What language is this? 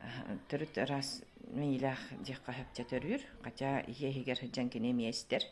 Yakut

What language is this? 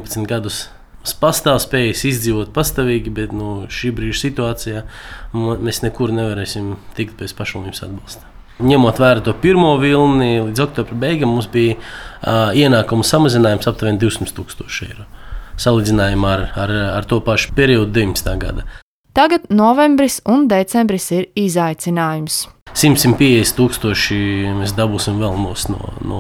Latvian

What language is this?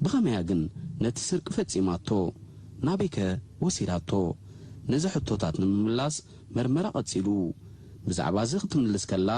Tigrinya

